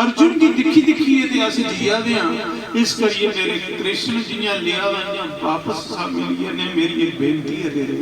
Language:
Dogri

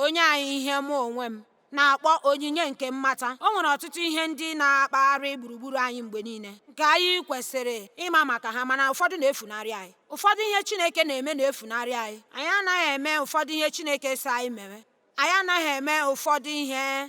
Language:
Igbo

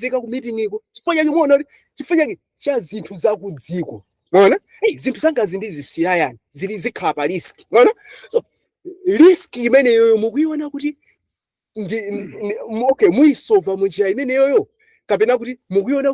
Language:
Nyanja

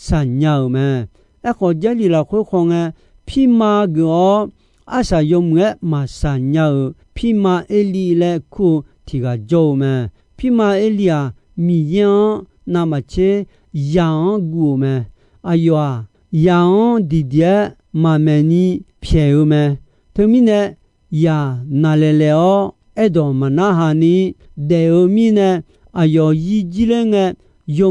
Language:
Akha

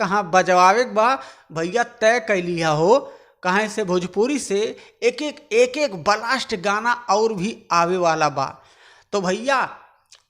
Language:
Bhojpuri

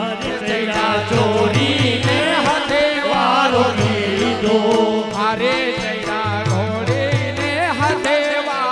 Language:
Gujarati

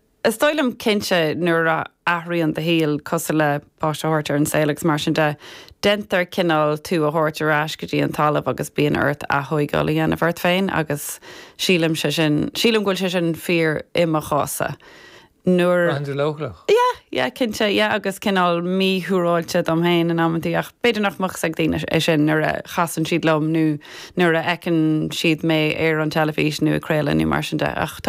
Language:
Irish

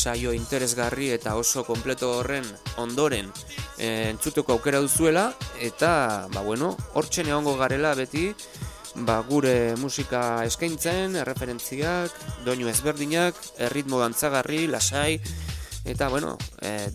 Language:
Basque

